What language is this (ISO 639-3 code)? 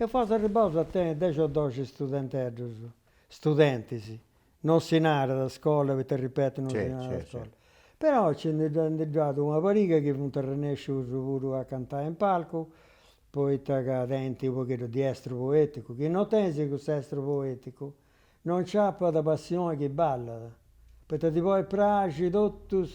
srd